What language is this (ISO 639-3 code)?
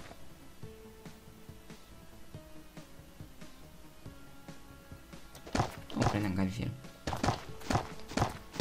ron